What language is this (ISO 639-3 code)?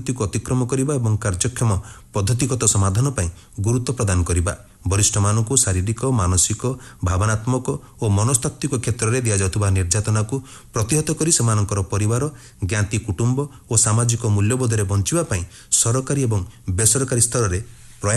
ori